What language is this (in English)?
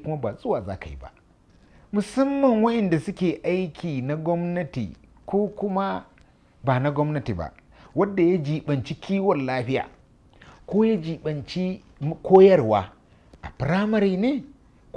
Hausa